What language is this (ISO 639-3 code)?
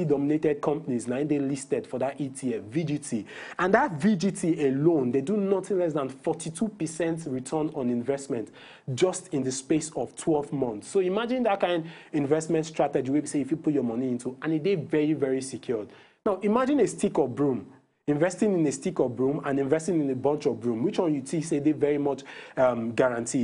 pcm